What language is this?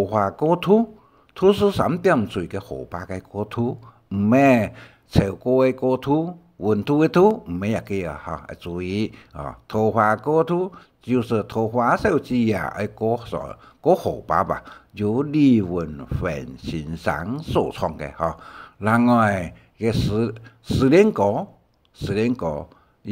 Hakka Chinese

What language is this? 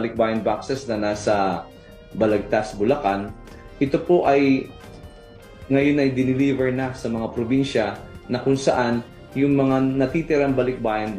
Filipino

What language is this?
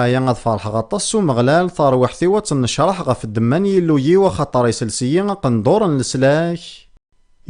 Kabyle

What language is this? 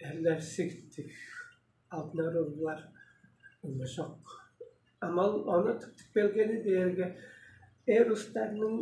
Tuvinian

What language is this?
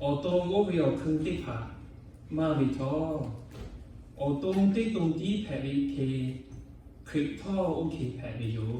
Lahu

